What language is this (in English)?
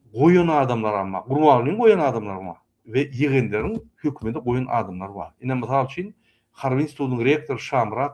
Turkmen